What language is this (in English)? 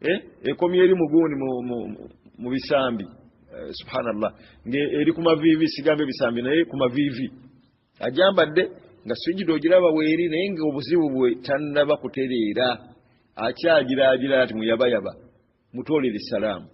Ganda